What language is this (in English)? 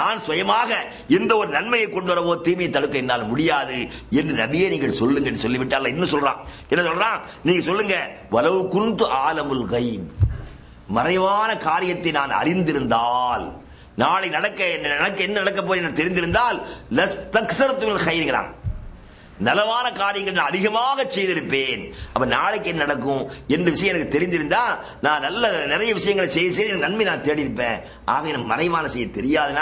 Tamil